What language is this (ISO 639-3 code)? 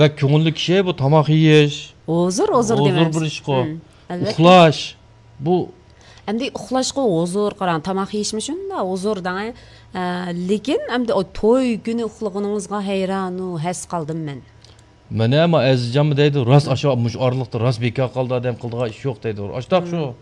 uig